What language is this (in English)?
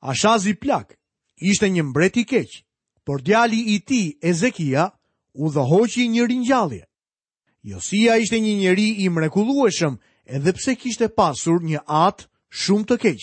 Albanian